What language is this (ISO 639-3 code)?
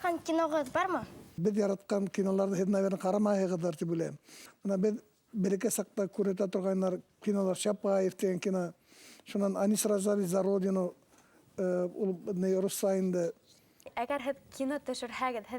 bak